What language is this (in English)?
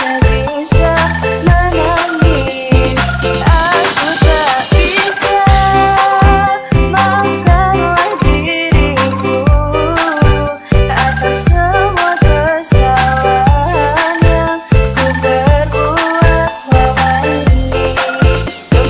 Indonesian